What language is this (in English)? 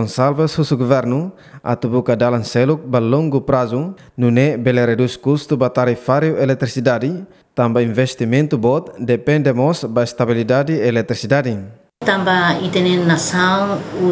Tetum